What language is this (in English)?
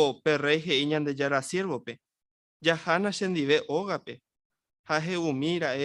Guarani